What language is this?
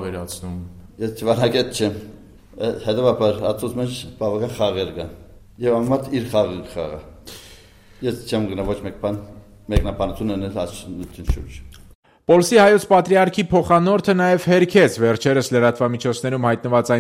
Armenian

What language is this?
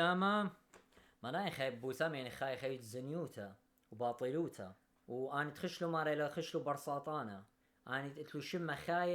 Assyrian Neo-Aramaic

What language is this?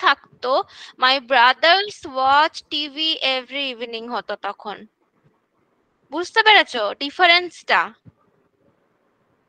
Bangla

